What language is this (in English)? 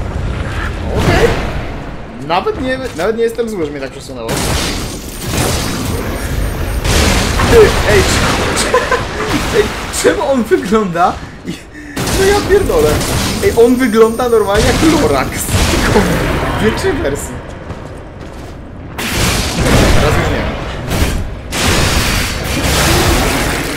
Polish